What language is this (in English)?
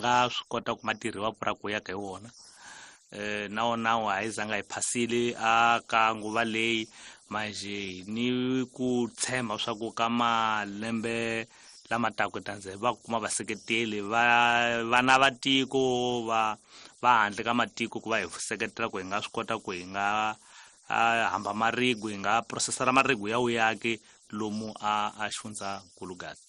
Tsonga